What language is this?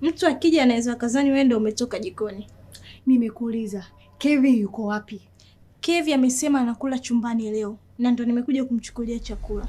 Swahili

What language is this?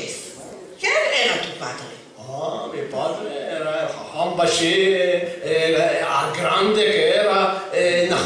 Ladino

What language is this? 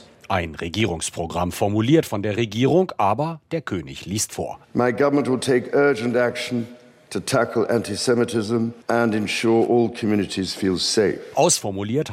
German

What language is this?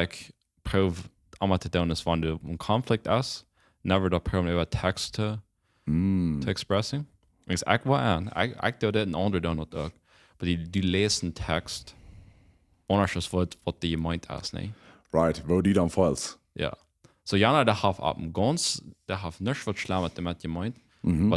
Plautdietsch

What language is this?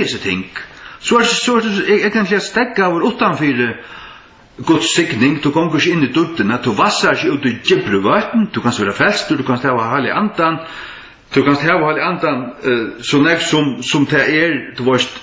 Faroese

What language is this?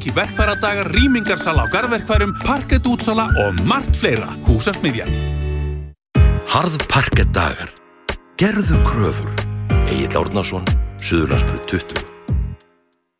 Icelandic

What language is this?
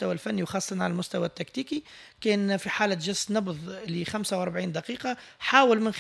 Tunisian Arabic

